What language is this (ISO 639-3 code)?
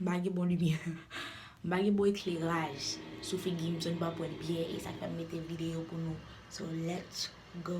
hat